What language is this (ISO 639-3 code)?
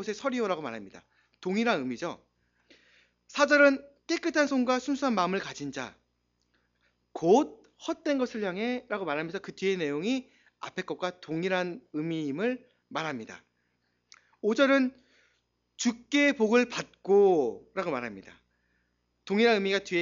kor